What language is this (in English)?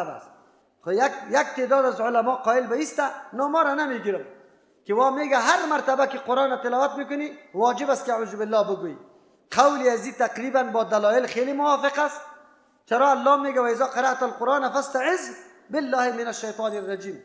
Persian